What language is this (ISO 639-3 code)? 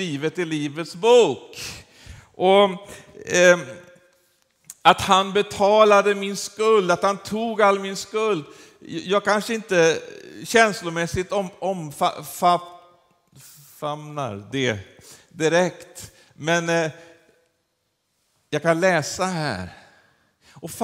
swe